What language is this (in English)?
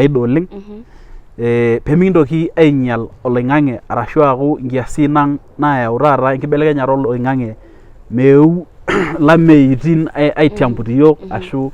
Masai